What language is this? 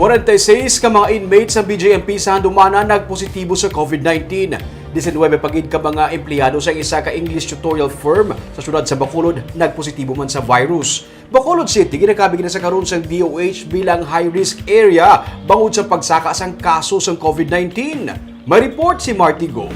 Hiligaynon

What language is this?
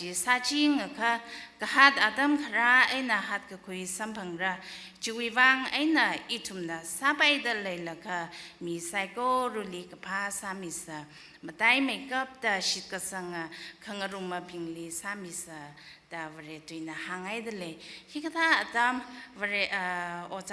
Tangkhul Naga (India)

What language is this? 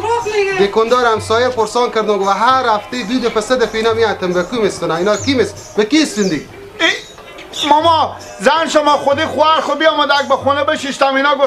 Persian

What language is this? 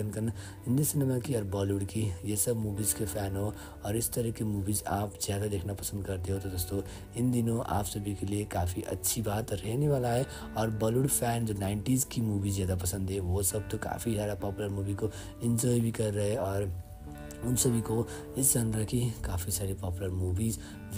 Hindi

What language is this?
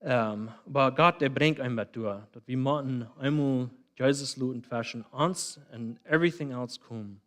Plautdietsch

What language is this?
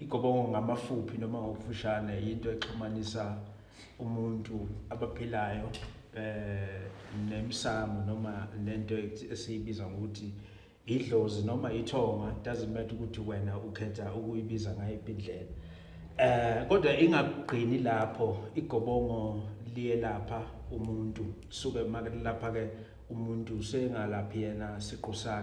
Zulu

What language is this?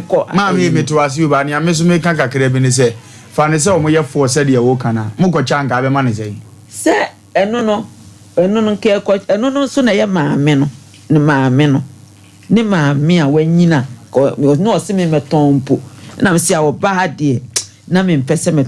Akan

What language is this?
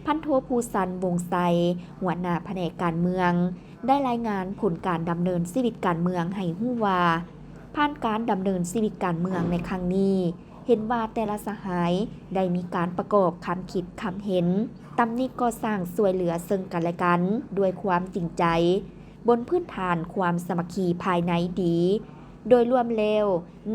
Lao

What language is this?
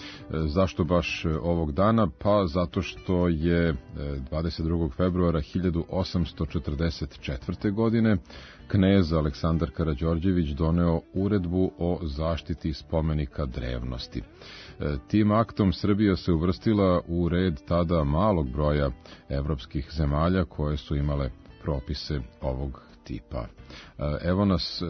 Serbian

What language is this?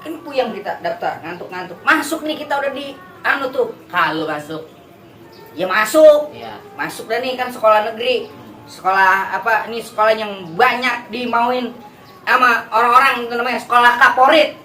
Betawi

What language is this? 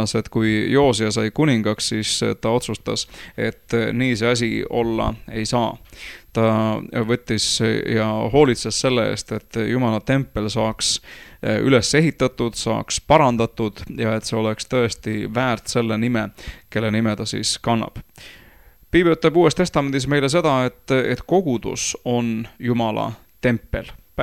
Estonian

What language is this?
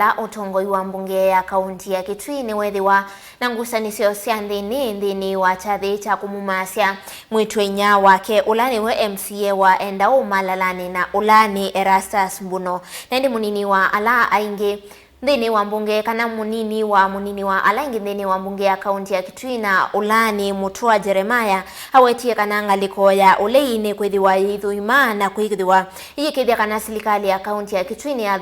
Kamba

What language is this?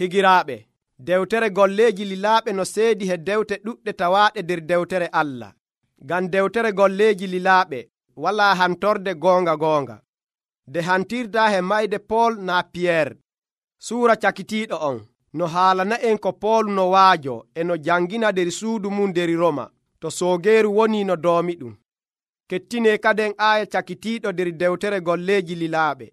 Nigerian Fulfulde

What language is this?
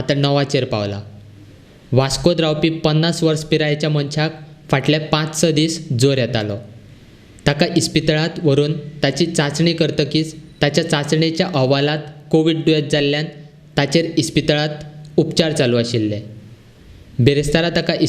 Konkani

